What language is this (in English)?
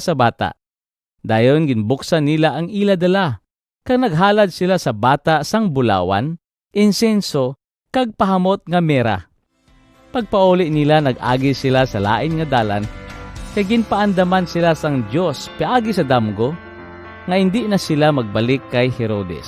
Hiligaynon